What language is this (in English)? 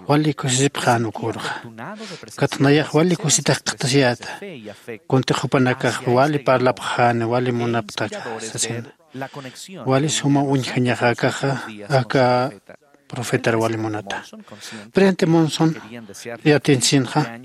Aymara